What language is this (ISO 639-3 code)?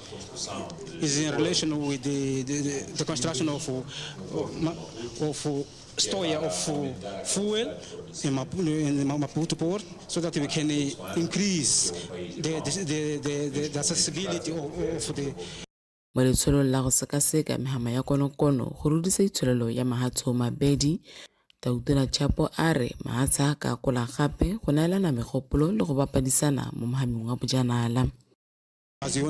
tsn